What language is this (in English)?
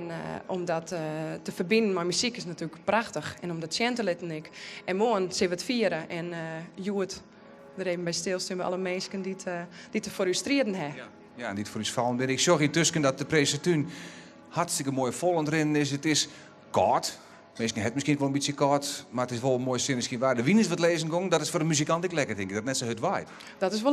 Western Frisian